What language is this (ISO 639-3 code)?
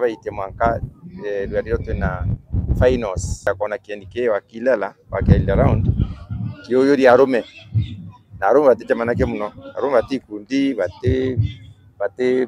mer